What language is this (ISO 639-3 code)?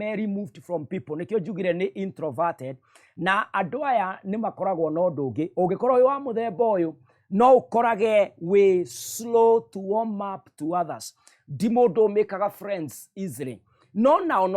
kik